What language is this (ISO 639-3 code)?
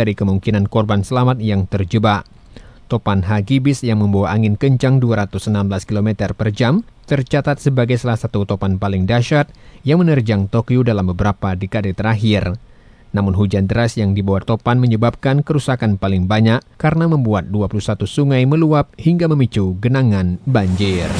ind